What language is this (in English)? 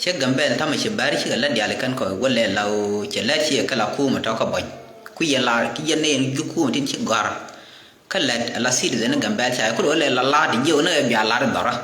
Nuer